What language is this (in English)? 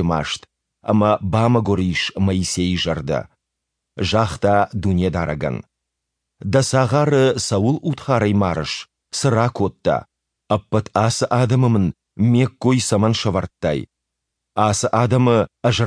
Ossetic